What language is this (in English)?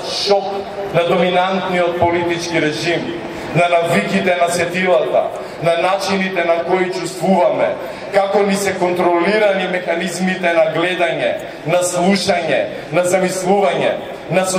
Macedonian